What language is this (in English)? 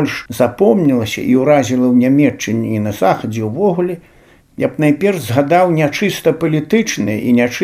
Belarusian